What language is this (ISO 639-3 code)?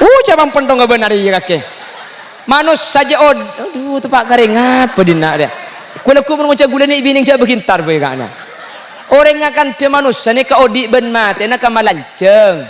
mad